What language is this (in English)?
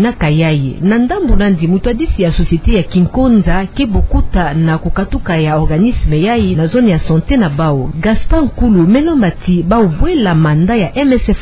Kituba (Democratic Republic of Congo)